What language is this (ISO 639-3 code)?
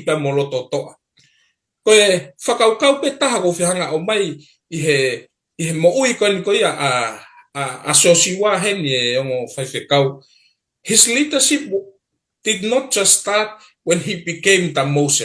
ton